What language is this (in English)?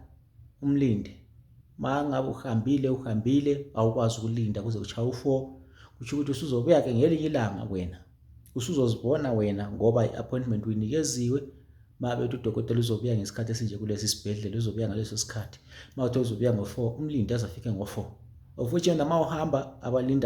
Zulu